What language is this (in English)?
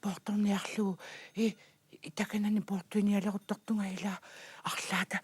Kalaallisut